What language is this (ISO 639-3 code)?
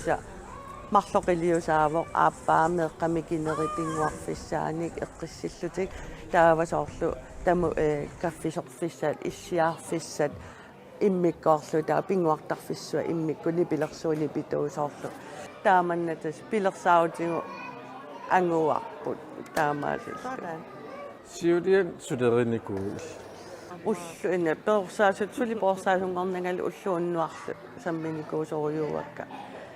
kal